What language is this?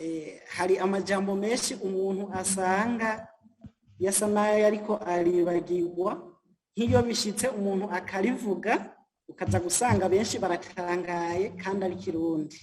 Rundi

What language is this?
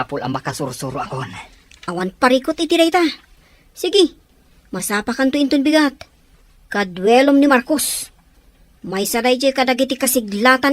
Iloko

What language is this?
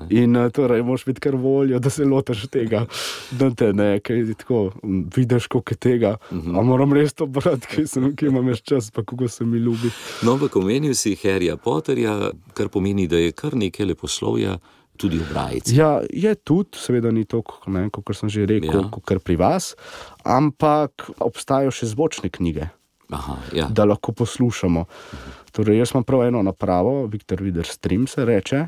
Slovenian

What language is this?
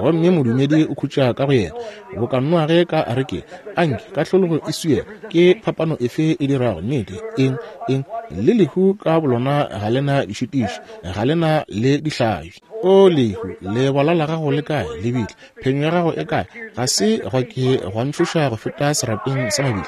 Northern Sotho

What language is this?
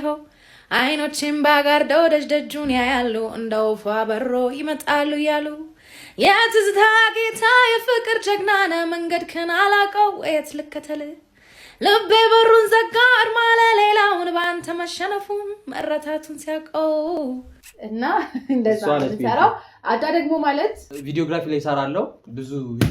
Amharic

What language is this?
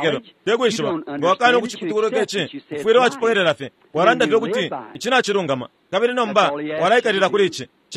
Bemba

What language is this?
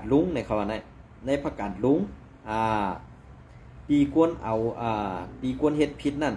Shan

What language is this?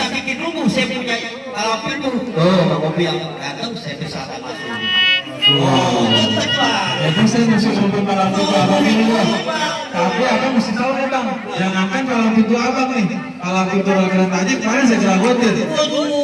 Betawi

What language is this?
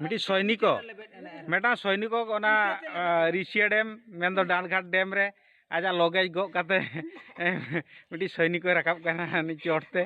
Santali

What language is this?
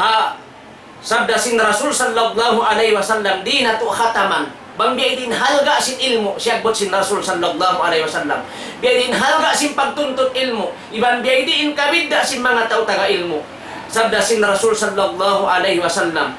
Tausug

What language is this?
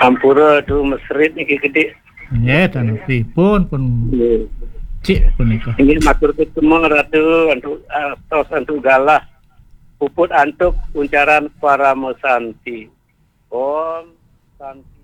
Balinese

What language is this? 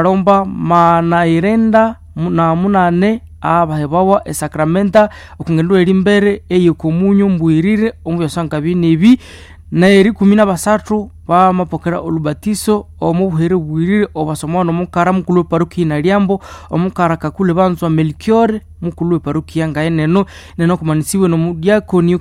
Nande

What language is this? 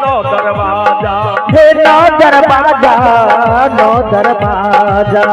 Maithili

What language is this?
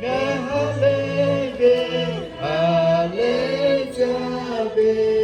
Lahu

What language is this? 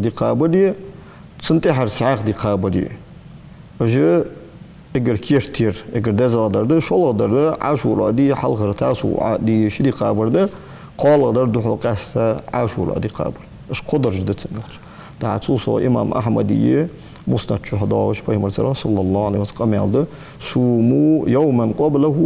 Ingush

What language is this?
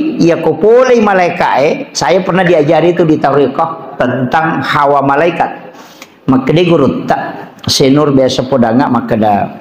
Buginese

